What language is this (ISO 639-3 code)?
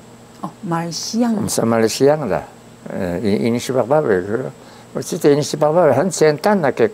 trv